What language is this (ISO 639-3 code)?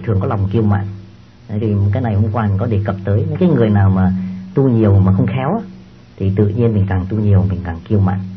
vie